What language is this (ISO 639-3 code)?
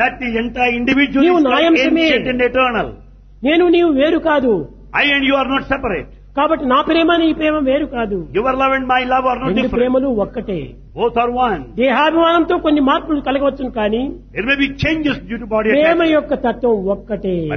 tel